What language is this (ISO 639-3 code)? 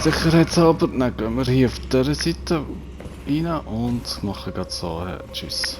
gsw